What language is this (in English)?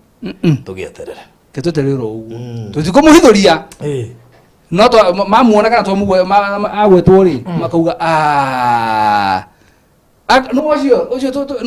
Kikuyu